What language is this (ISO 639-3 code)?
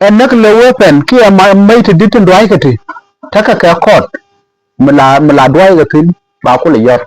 nus